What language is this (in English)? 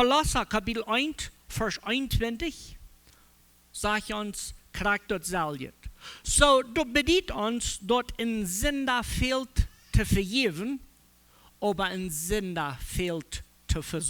Plautdietsch